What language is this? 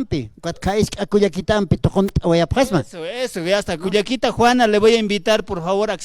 Aymara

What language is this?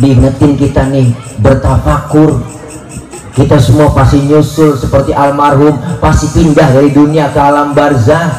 Betawi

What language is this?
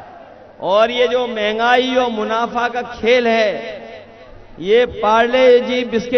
Hindi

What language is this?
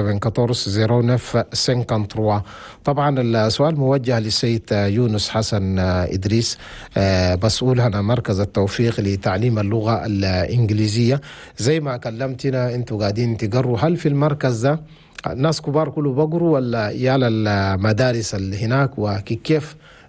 Chadian Arabic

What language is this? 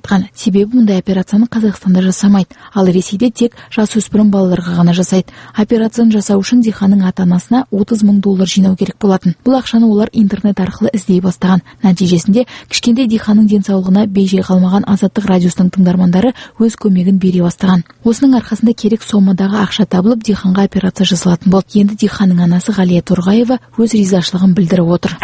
Kazakh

